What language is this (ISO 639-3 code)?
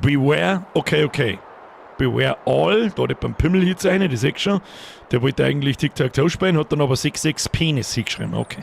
bar